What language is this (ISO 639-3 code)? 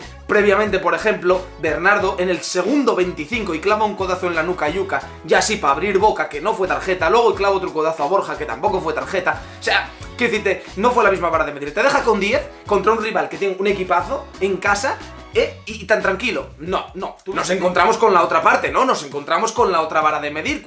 spa